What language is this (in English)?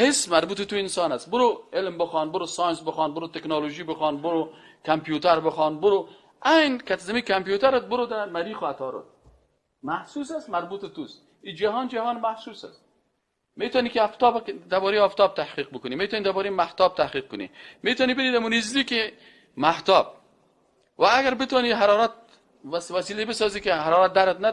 Persian